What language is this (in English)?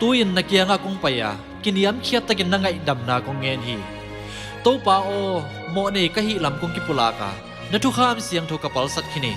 Tedim Chin